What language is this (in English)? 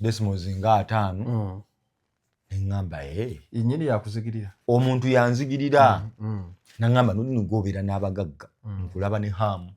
Ganda